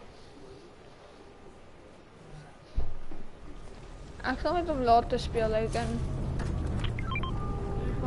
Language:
Afrikaans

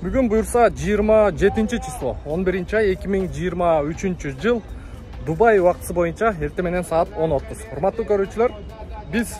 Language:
Kyrgyz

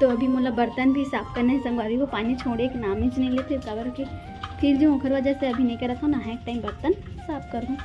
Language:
Chhattisgarhi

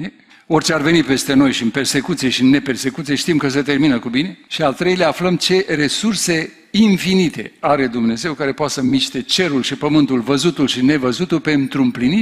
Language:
Romanian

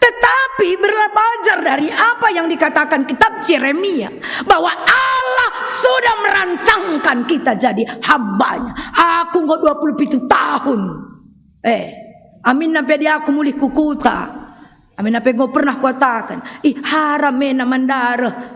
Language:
Batak Karo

